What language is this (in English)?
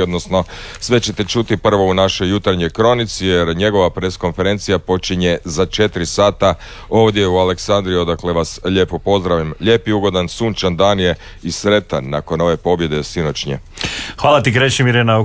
Croatian